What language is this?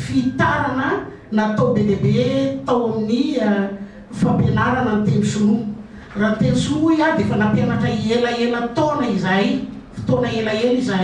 Malagasy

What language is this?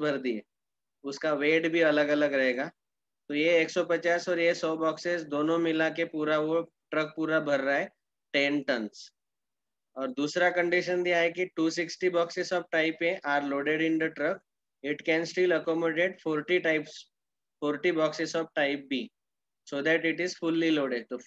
Hindi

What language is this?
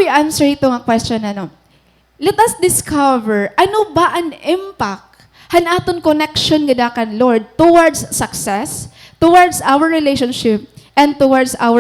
Waray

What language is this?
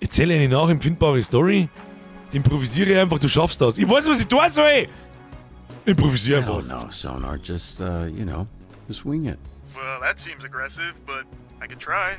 Bavarian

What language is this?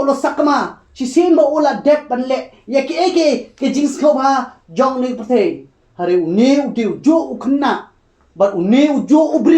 Khasi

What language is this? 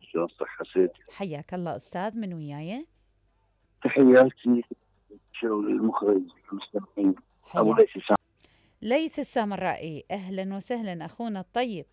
Mesopotamian Arabic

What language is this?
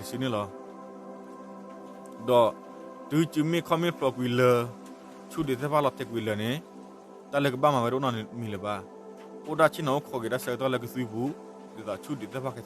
S'gaw Karen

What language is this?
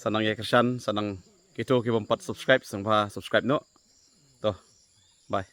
Khasi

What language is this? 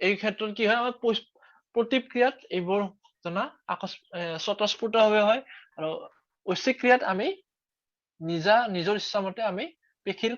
Assamese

